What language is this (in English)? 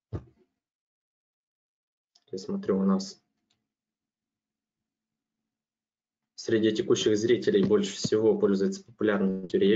Russian